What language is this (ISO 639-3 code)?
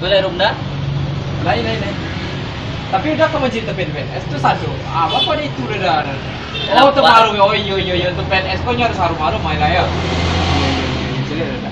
min